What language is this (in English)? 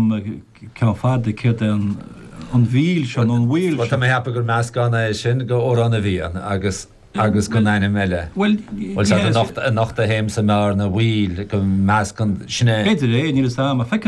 Irish